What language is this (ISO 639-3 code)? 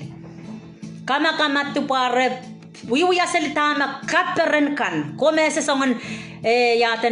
pon